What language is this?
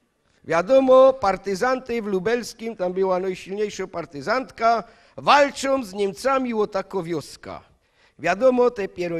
Silesian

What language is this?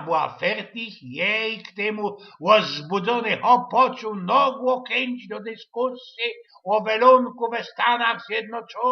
Silesian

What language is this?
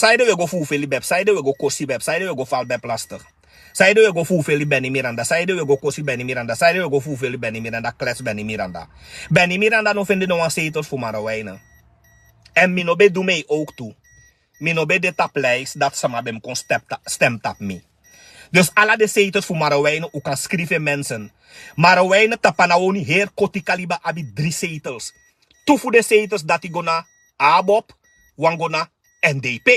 Sranan Tongo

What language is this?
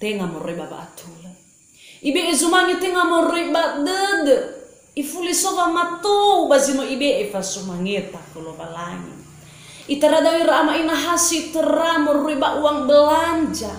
Nias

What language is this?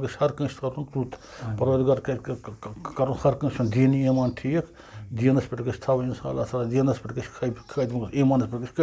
Kashmiri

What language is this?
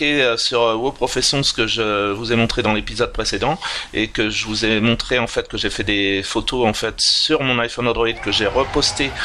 French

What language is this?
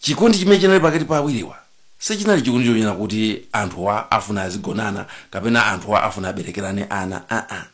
Nyanja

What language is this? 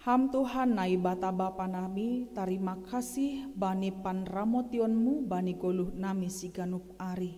Batak Simalungun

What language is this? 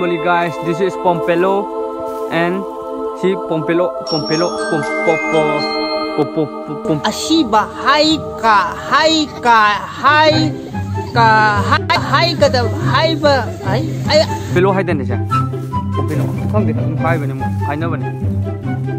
Manipuri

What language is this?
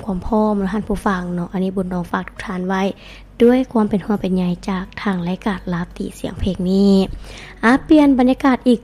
Lao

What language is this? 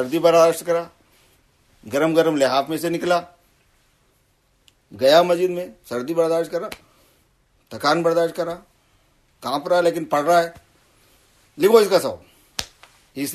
Urdu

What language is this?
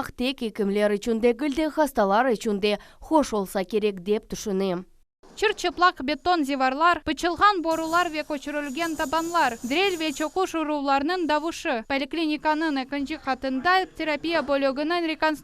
Crimean Tatar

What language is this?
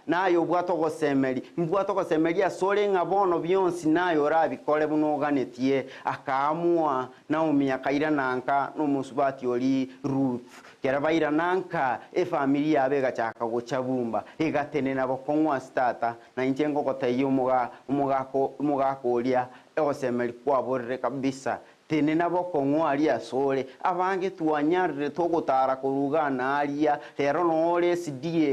Gusii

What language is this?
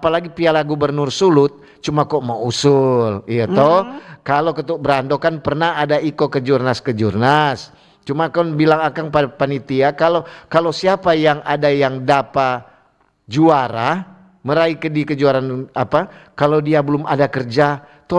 Manado Malay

